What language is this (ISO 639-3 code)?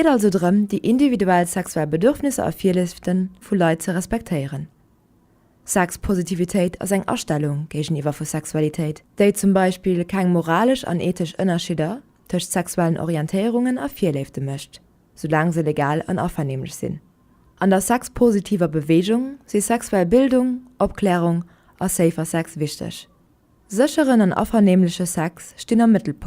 ltz